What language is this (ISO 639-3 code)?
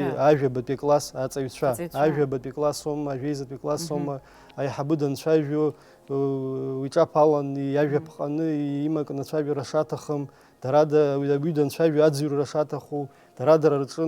abk